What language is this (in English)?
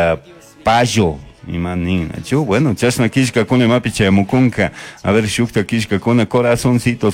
Chimborazo Highland Quichua